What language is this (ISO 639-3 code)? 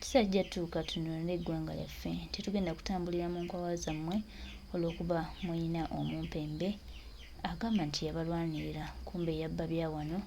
lug